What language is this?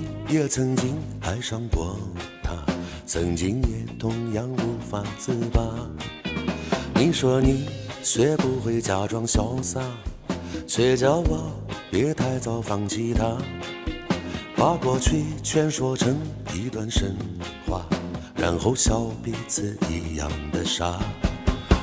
Chinese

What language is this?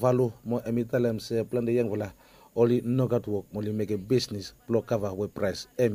Bislama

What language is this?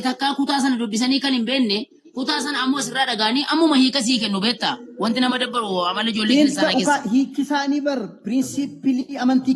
Oromo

